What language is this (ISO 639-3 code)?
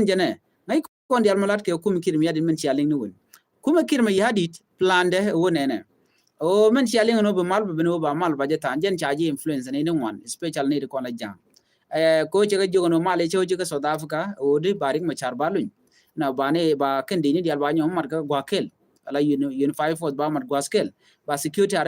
nus